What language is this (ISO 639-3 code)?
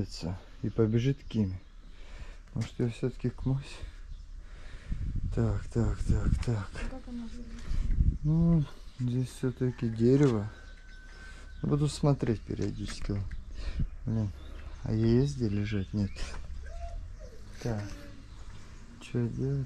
rus